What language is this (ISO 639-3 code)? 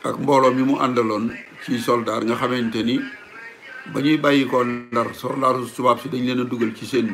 wol